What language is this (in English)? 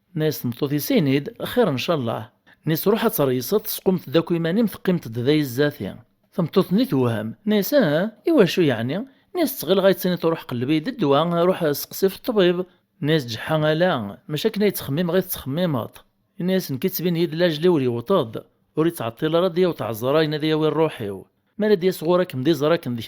Kabyle